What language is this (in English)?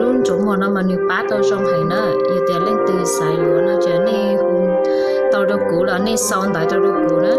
Hmong